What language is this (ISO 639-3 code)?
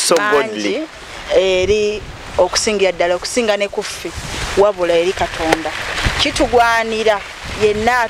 lug